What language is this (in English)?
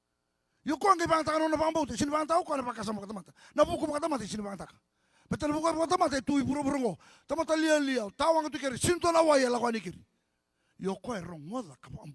Fijian